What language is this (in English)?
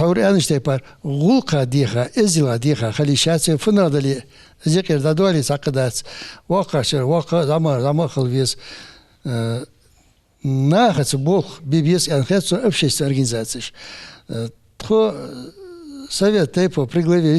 Ingush